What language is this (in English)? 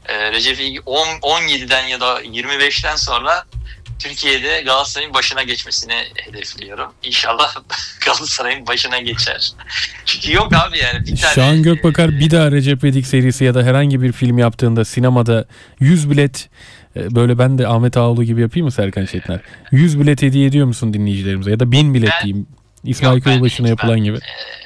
Turkish